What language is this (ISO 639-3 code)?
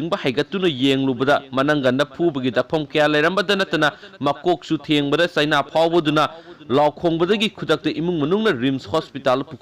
mni